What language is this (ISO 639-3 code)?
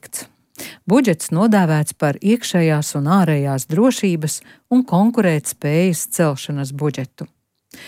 lav